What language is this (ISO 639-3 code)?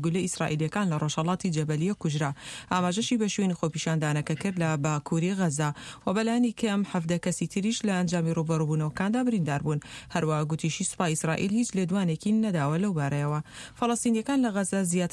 ckb